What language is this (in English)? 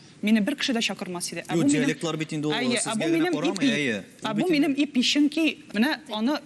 Tatar